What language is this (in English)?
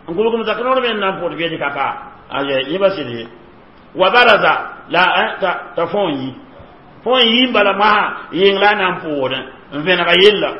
Mossi